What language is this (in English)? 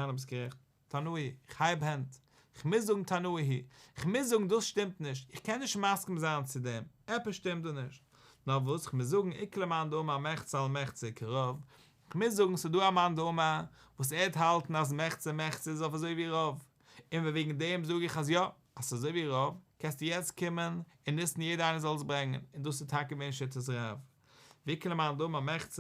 Yiddish